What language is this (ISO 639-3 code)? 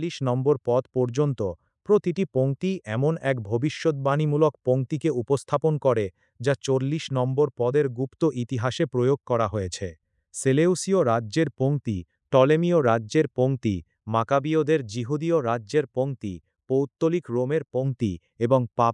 ben